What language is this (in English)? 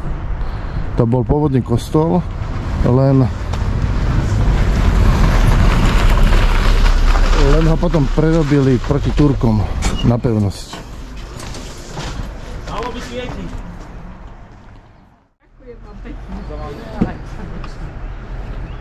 Slovak